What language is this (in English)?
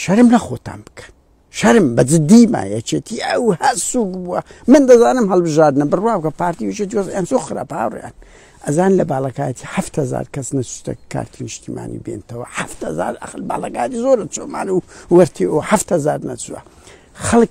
Central Kurdish